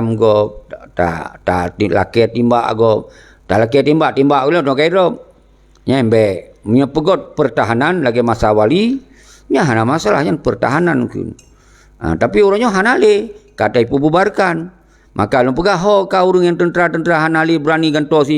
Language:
Achinese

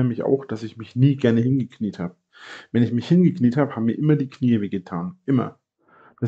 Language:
German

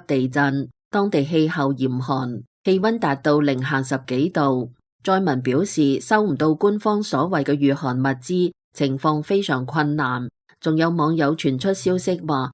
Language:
Cantonese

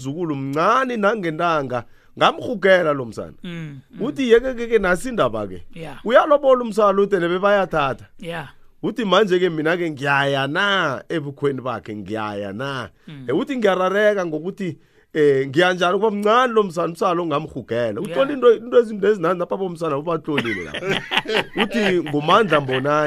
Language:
South Ndebele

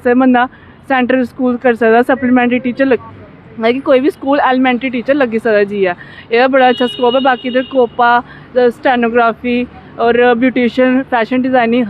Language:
Dogri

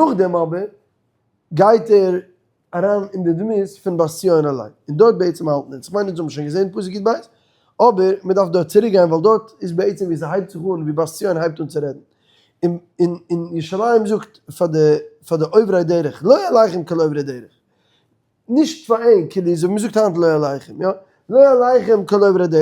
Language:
Yiddish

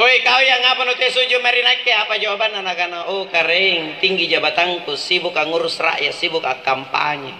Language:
Makasar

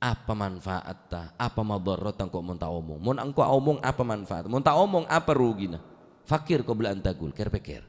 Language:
Madurese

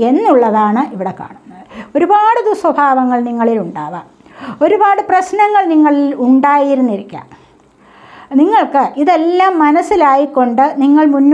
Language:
Malayalam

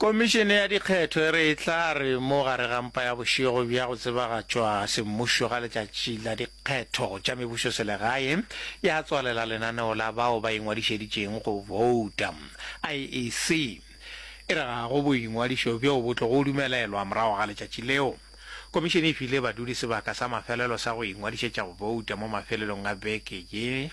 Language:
Northern Sotho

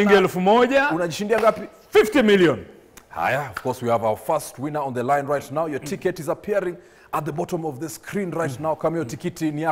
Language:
Swahili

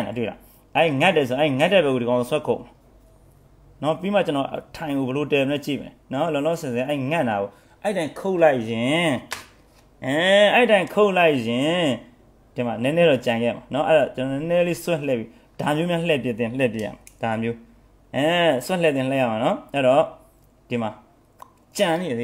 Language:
Burmese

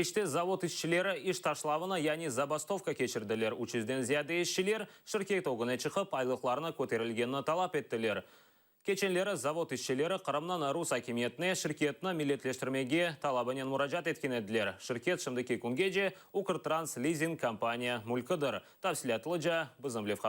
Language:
Crimean Tatar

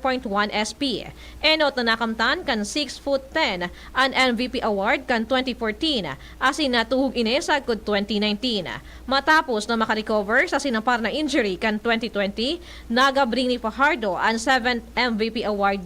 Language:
Bikol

